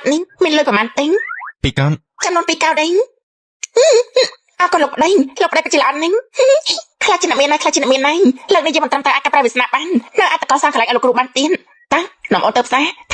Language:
Khmer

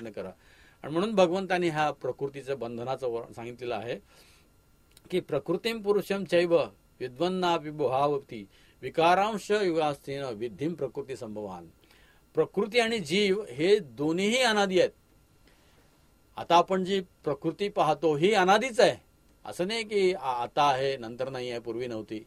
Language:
Marathi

